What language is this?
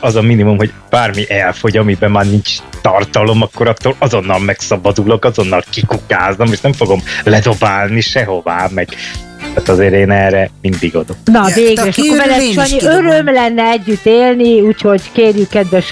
Hungarian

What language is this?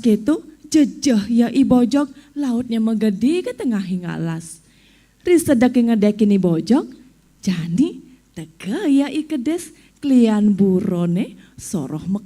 Balinese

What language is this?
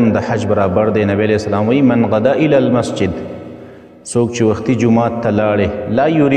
Pashto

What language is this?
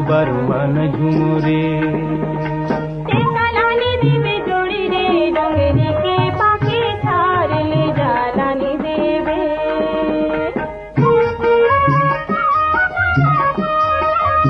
Chhattisgarhi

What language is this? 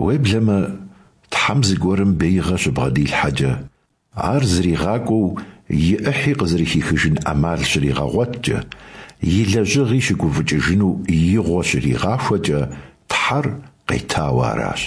Kabardian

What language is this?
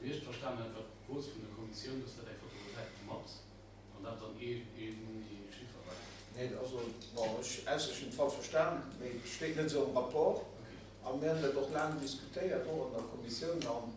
Luxembourgish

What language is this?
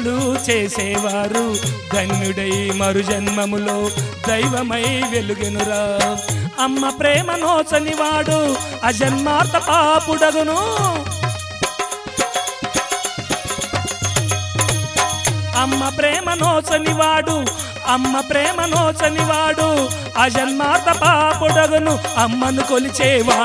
Telugu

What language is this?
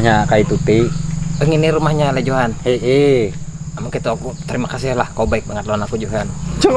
Banjar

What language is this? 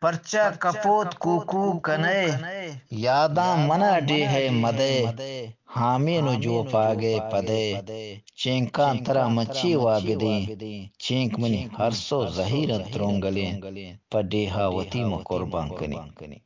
Eastern Balochi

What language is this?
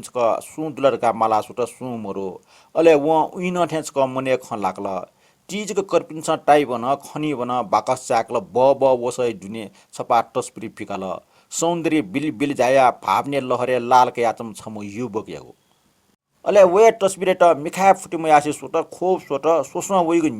Newari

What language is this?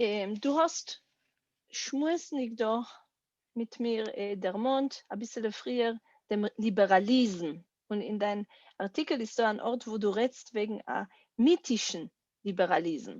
Yiddish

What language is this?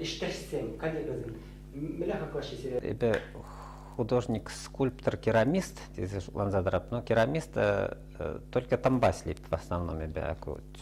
Chuvash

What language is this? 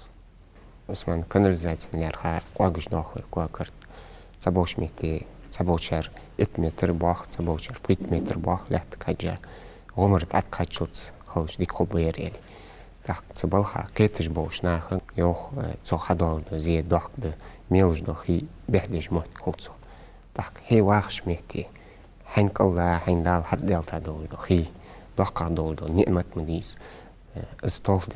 Ingush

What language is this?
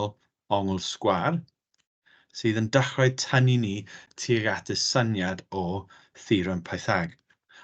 Welsh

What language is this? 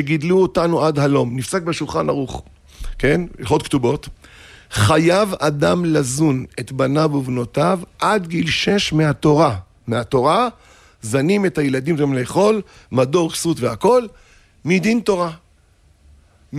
Hebrew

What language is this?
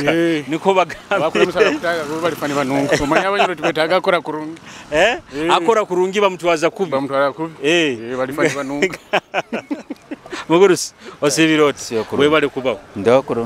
Nyoro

